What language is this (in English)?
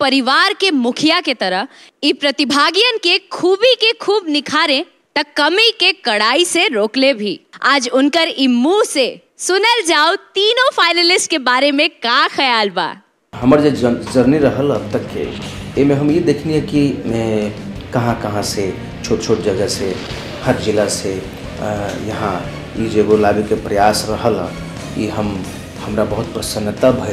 Bhojpuri